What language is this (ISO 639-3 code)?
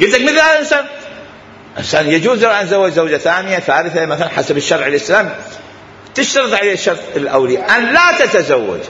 acm